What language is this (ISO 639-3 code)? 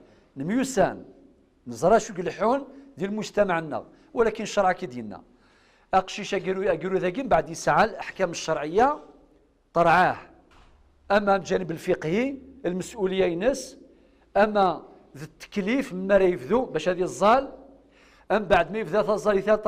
kab